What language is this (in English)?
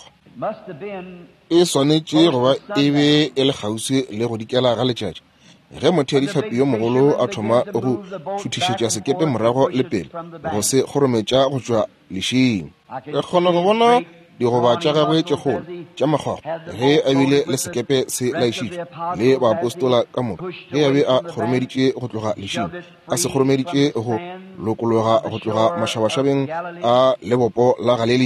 Northern Sotho